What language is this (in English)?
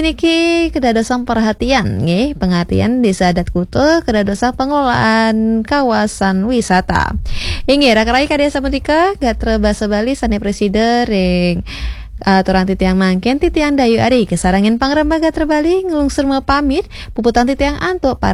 Balinese